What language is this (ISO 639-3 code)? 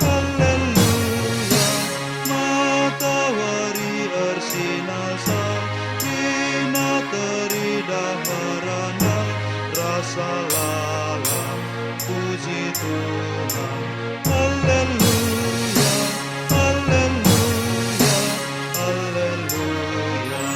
btx